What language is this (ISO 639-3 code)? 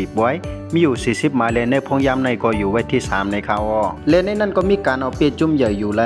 shn